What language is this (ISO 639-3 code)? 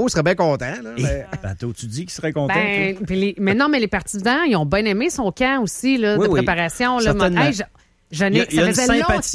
fra